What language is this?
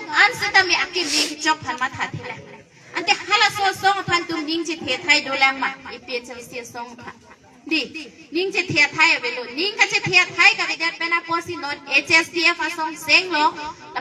Karbi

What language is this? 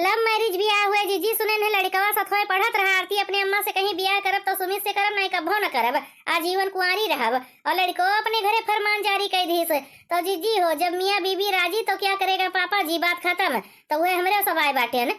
Awadhi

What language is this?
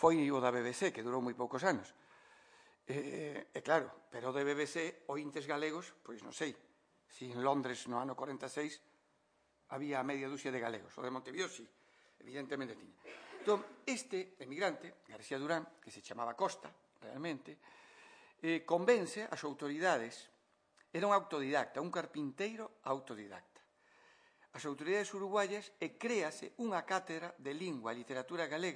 Galician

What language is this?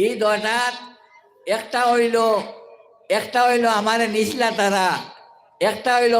Sylheti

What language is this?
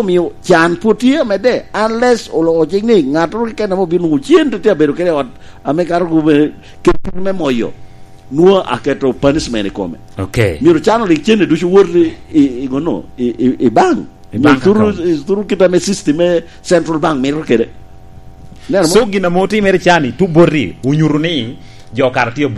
Lango (Uganda)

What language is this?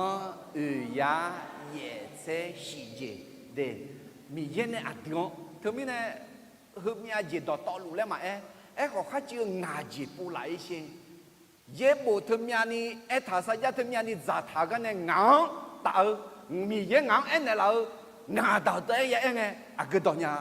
Akha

